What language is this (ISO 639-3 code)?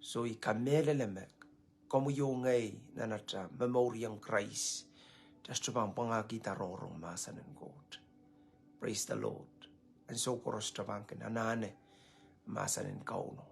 pon